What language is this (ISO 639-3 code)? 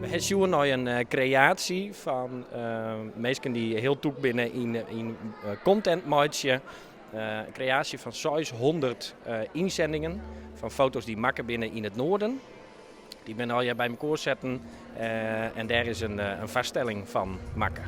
fry